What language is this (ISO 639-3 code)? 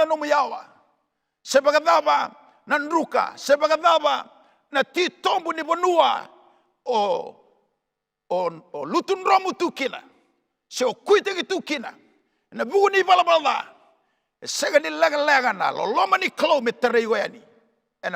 fij